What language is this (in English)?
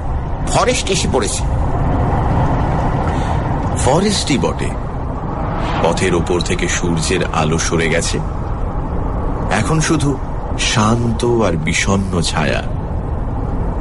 Bangla